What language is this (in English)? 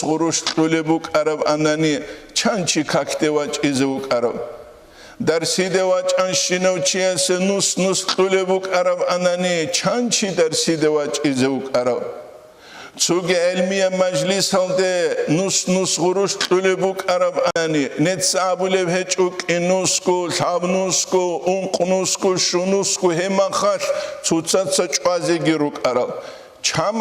Avaric